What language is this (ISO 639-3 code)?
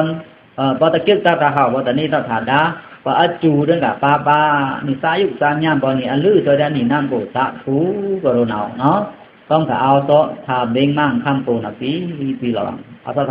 blk